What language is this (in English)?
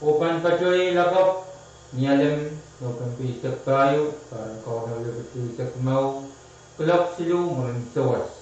Pohnpeian